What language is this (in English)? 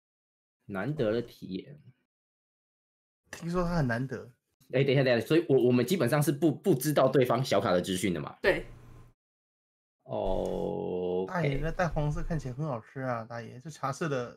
Chinese